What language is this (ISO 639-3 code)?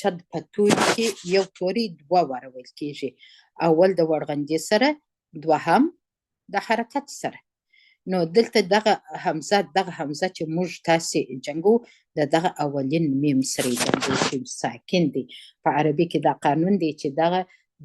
pus